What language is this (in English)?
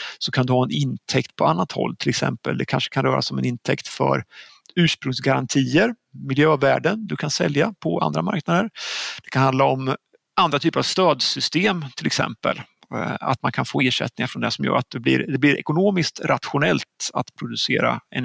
Swedish